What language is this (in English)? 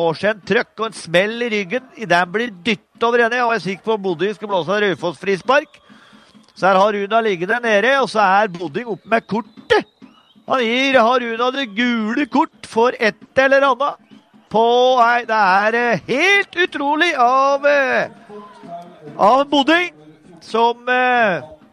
Norwegian